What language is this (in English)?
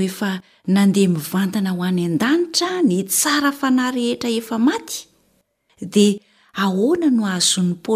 Malagasy